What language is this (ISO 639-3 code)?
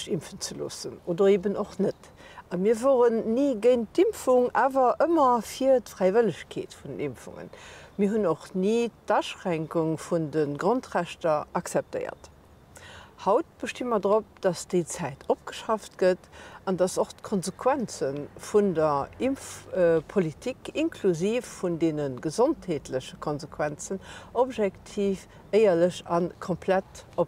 ltz